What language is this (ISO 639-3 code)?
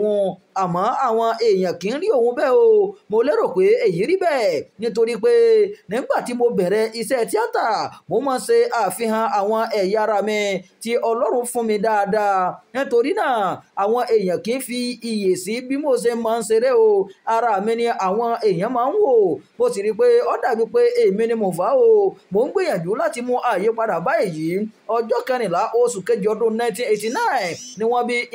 yor